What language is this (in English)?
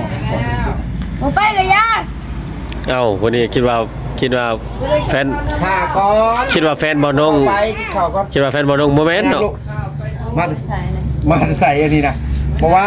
Lao